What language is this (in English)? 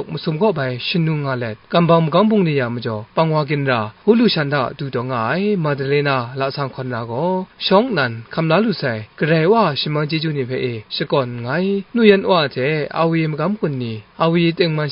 Kachin